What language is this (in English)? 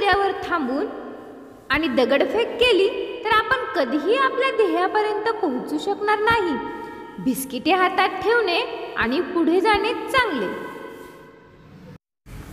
Marathi